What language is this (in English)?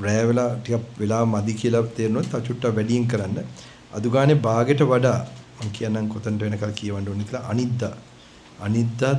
Sinhala